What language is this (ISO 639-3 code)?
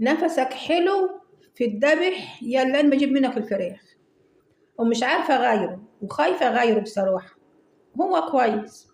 arz